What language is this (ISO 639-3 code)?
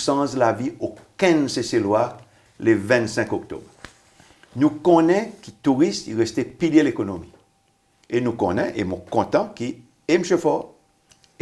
crs